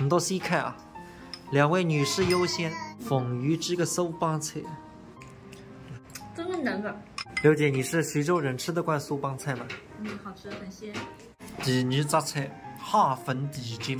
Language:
Wu Chinese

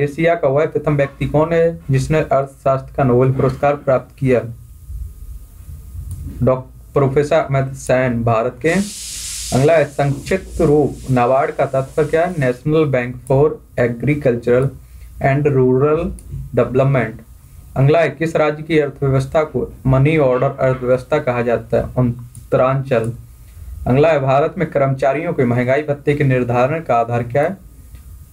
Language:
Hindi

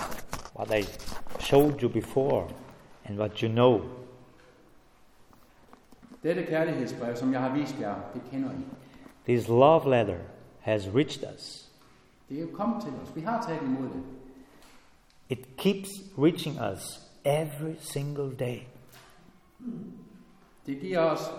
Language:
Danish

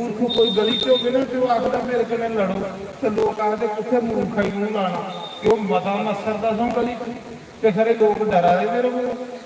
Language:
Dogri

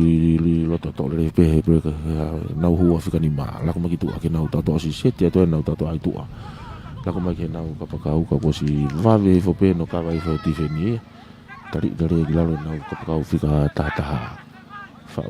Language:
Tongan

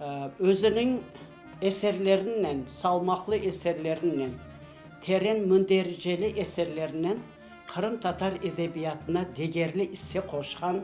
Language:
Crimean Tatar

